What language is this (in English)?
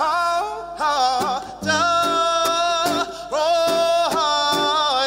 Māori